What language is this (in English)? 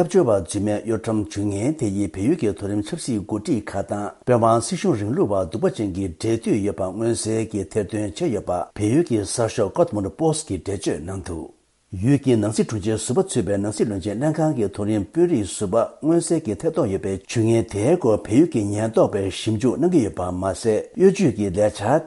Tibetan